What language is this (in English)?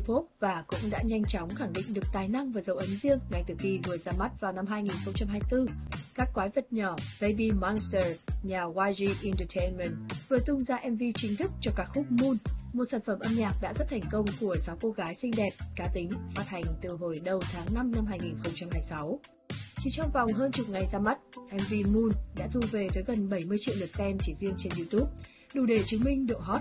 Vietnamese